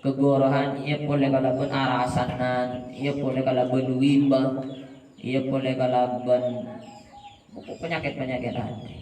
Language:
Madurese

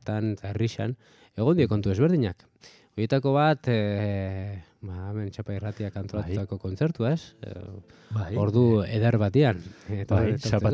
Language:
Basque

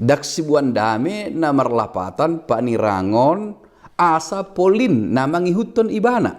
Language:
Batak Toba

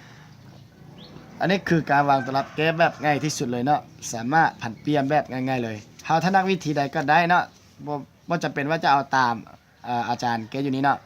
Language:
Lao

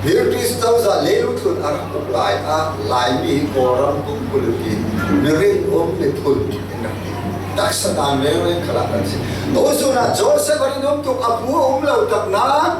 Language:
Falam Chin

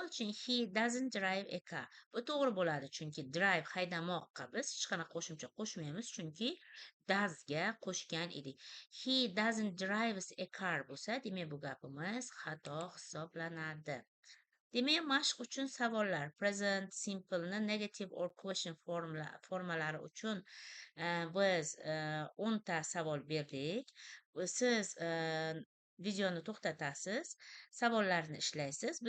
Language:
Uzbek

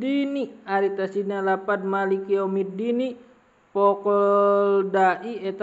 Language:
Sundanese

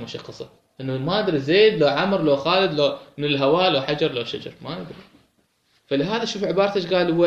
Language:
Mesopotamian Arabic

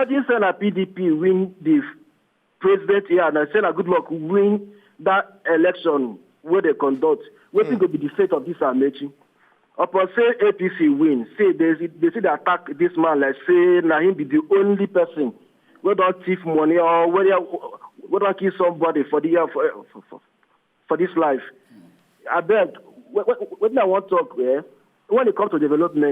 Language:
Nigerian Pidgin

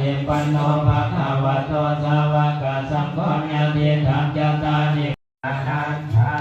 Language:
Pali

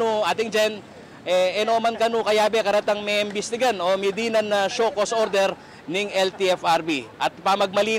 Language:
Pampanga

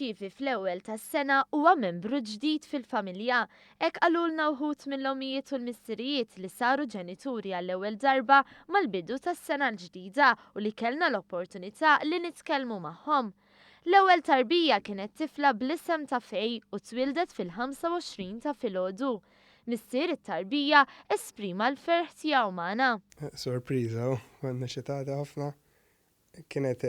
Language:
Maltese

